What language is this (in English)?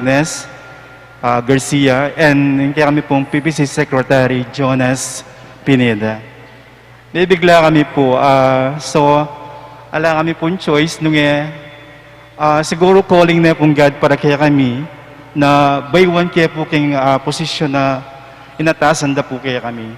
Pampanga